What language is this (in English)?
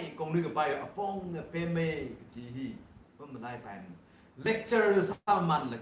Tangkhul Naga (India)